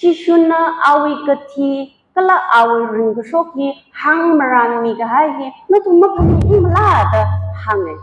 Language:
Tangkhul Naga (India)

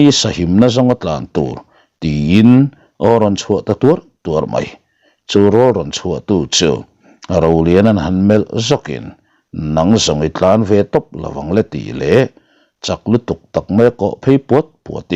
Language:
Mizo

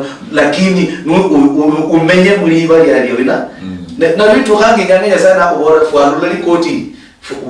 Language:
Luyia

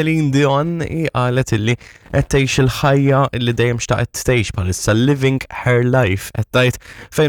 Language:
Maltese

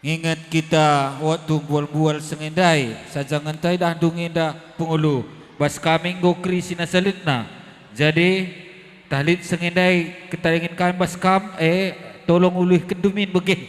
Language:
Batak Karo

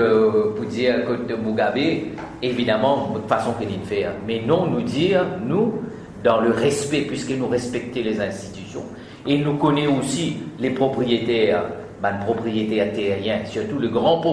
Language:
Morisyen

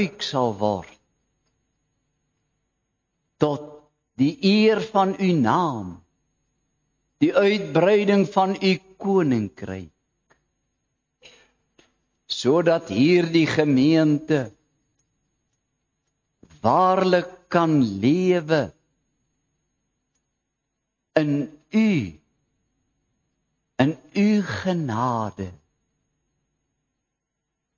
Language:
Afrikaans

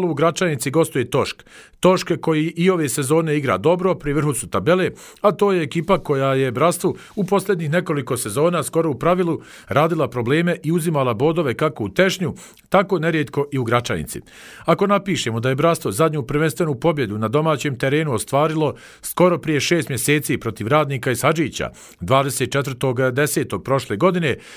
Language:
Bosnian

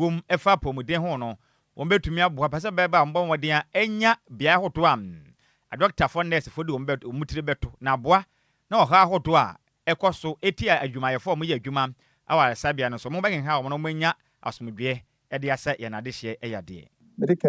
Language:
Akan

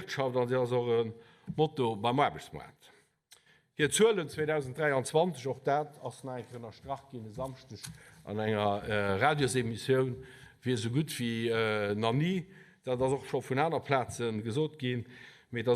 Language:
Luxembourgish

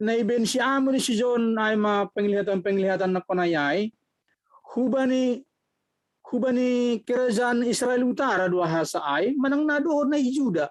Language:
Batak Simalungun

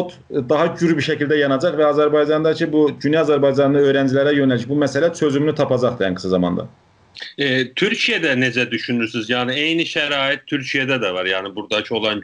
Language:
South Azerbaijani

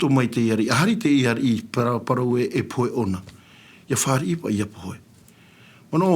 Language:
Tahitian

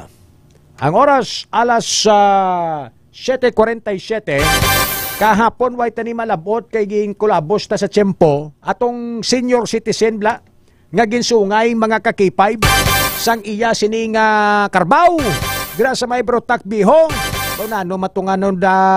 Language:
Hiligaynon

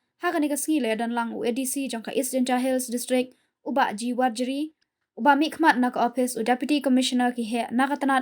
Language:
Khasi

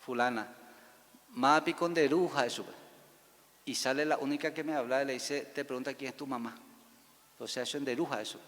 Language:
Guarani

